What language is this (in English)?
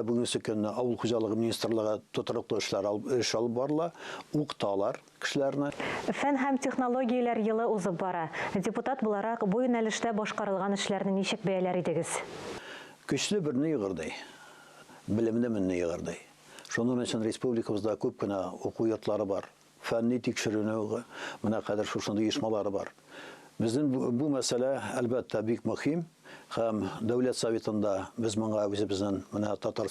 Tatar